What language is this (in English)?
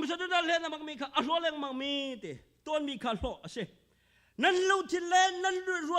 Hakha Chin